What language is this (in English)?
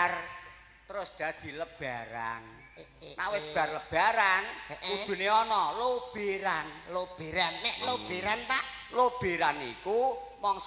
Javanese